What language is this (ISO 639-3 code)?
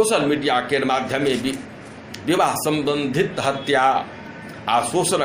mai